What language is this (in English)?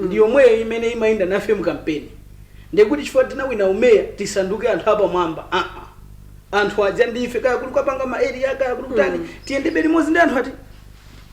Nyanja